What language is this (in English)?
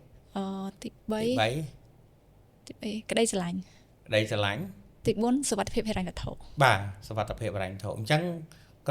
Khmer